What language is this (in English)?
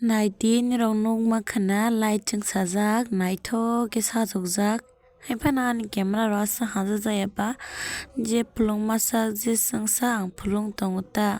Kok Borok